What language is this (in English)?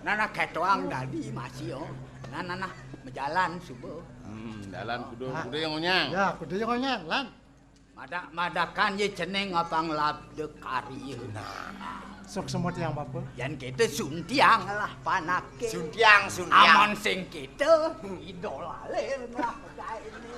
Balinese